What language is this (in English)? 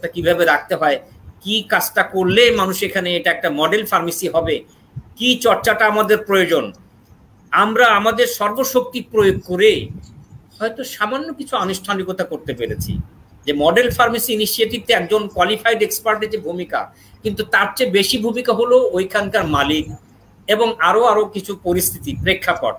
Bangla